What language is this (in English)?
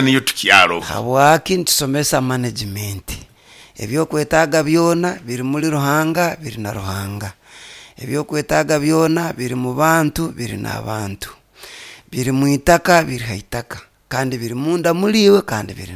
Nyoro